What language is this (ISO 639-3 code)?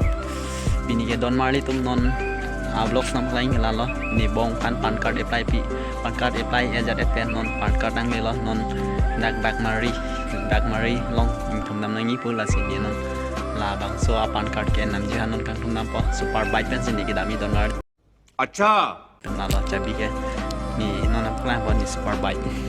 mjw